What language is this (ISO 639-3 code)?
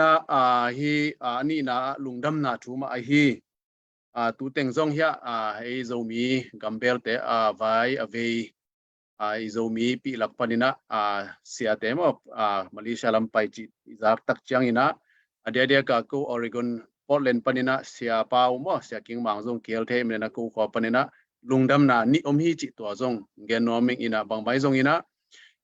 ctd